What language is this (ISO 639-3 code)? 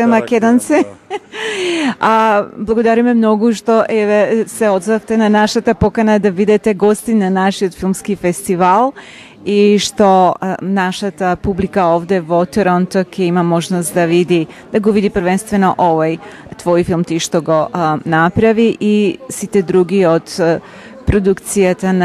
mkd